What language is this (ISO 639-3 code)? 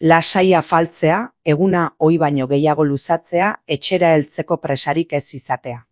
eus